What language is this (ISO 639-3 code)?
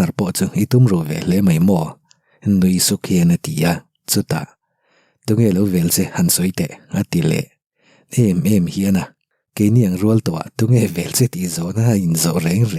lus